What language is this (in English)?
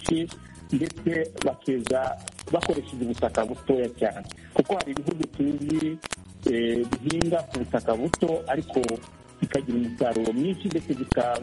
Kinyarwanda